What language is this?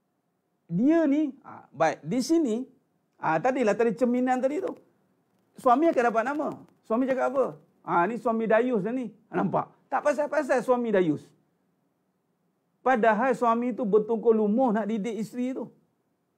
Malay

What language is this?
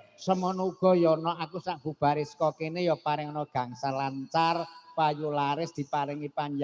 Javanese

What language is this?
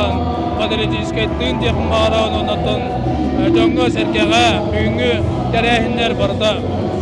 Yakut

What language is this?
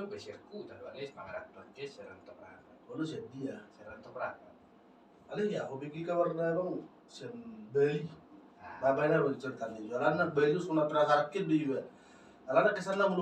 Batak Toba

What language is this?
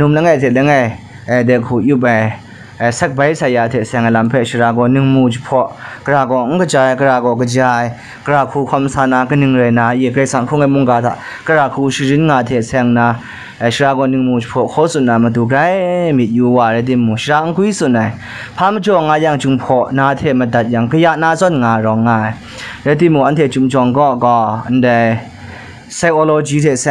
Kachin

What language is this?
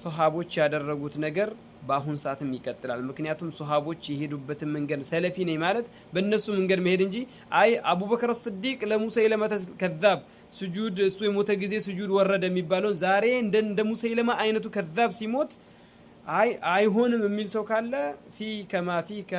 Amharic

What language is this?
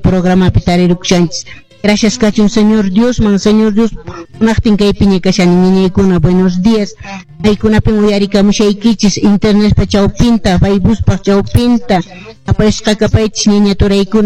Quechua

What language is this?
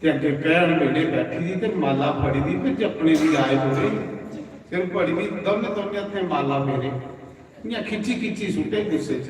Dogri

